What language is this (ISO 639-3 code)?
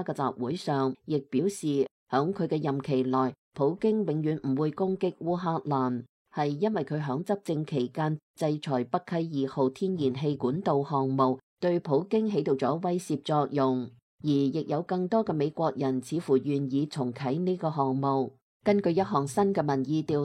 yue